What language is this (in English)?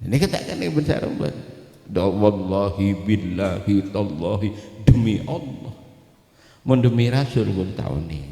Madurese